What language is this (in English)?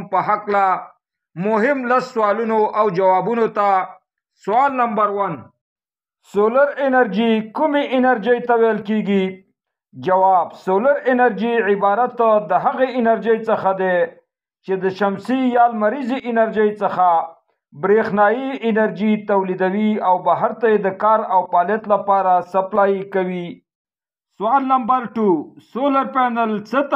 Pashto